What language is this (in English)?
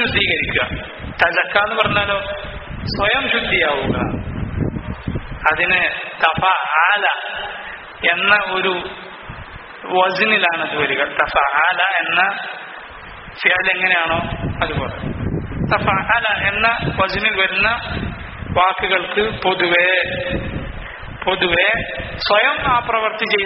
Malayalam